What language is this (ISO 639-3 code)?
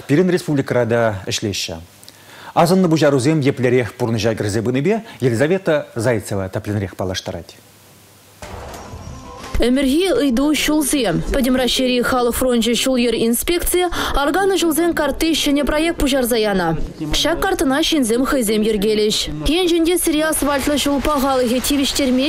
chv